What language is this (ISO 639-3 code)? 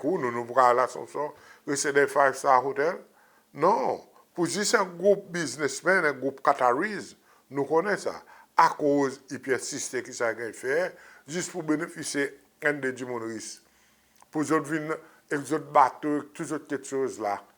crs